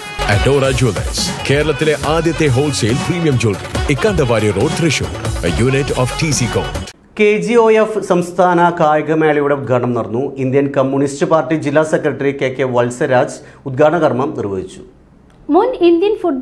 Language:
Malayalam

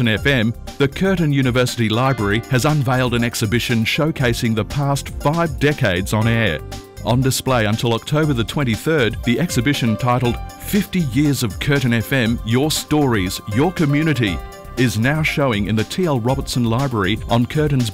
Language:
English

